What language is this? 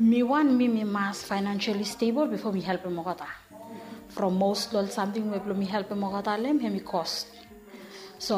Bislama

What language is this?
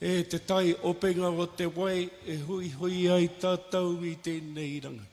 Māori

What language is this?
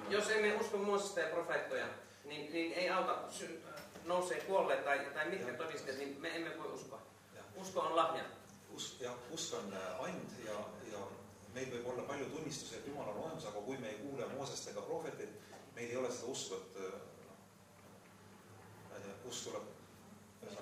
Estonian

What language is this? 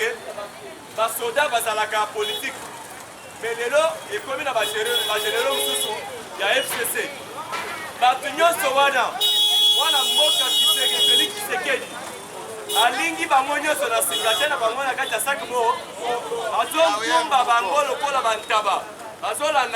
Lingala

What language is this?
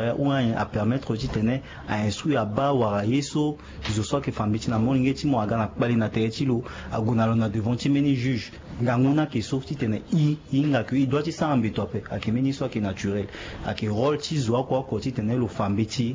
Sango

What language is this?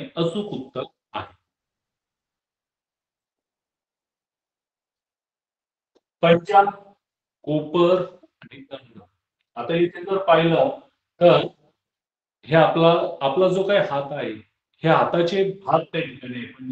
Marathi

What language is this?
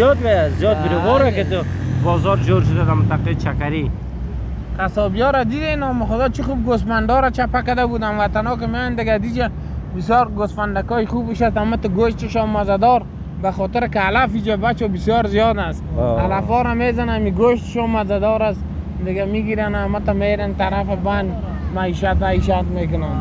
Persian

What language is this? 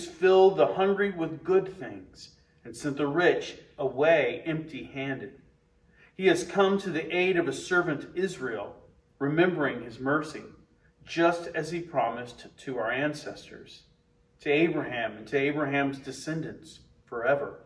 English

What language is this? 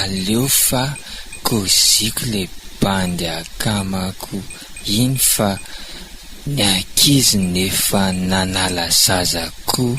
Malagasy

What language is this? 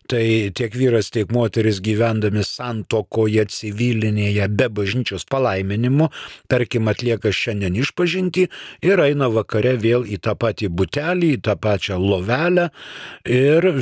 Lithuanian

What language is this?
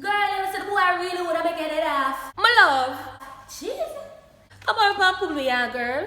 Jamaican Creole English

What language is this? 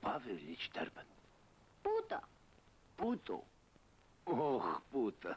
Abkhazian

